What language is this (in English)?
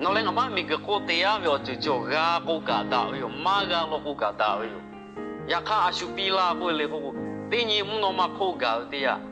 Lahu